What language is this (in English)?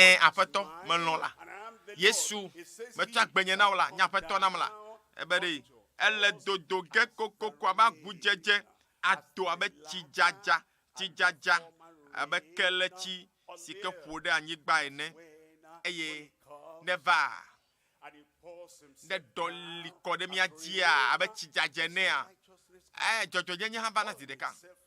Ewe